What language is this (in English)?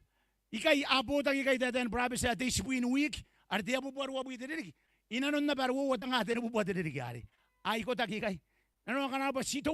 Gilbertese